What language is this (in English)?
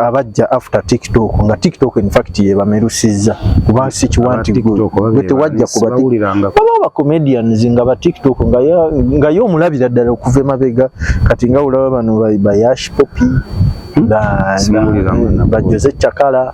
Ganda